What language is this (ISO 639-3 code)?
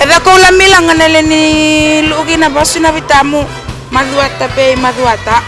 fij